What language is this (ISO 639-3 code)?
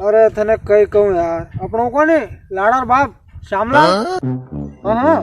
raj